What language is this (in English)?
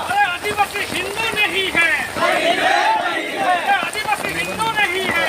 Santali